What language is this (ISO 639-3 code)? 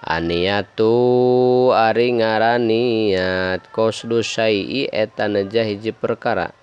sun